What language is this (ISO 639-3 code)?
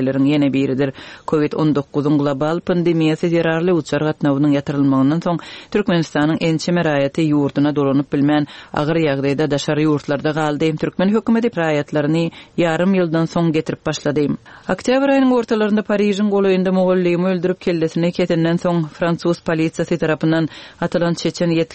tuk